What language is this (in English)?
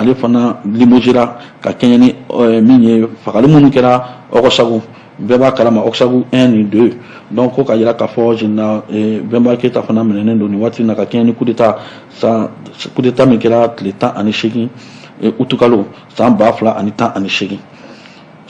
Bambara